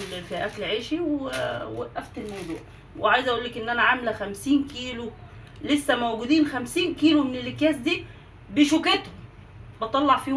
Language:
Egyptian Arabic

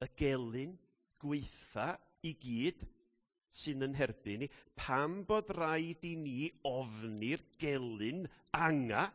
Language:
Welsh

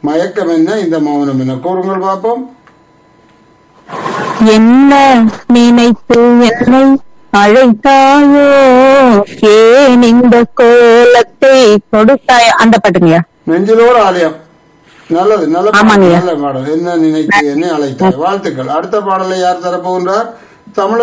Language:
Tamil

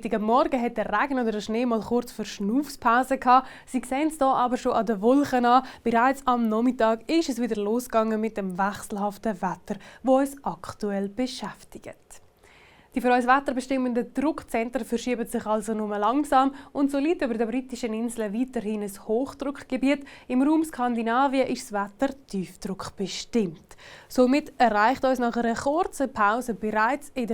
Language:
Swiss German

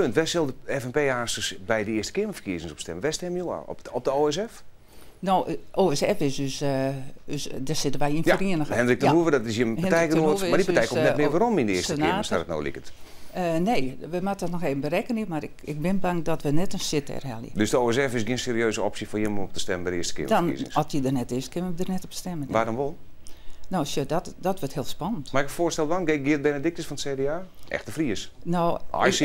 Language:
Western Frisian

